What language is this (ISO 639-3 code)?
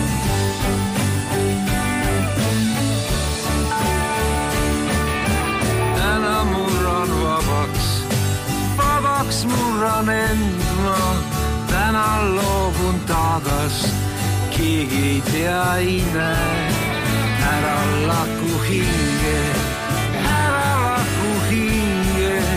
est